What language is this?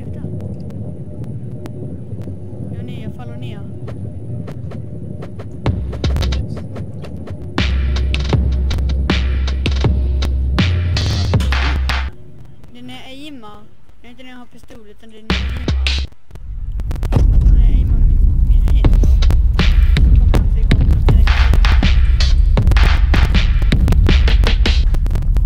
Swedish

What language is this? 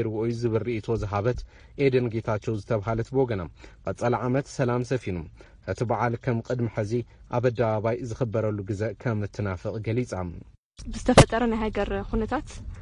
Tigrinya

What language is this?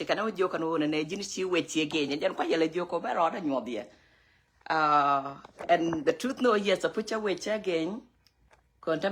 Nuer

